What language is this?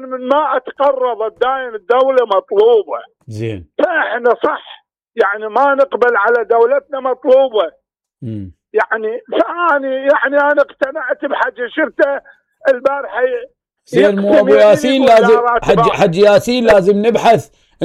Mesopotamian Arabic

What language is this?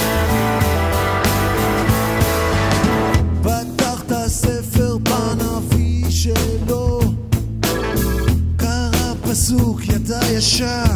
Hebrew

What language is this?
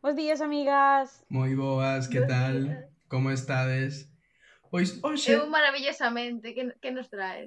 Galician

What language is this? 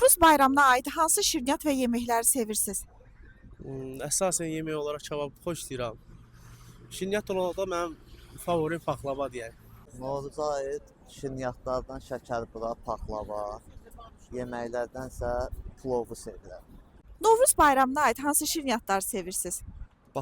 Azerbaijani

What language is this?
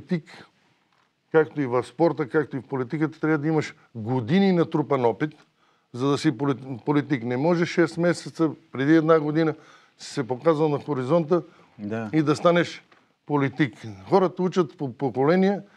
Bulgarian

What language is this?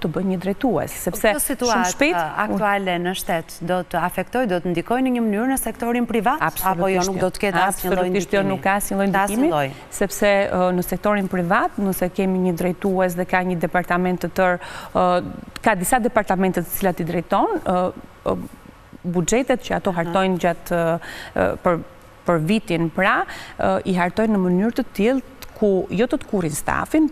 Albanian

